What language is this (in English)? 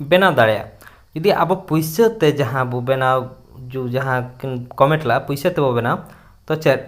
Santali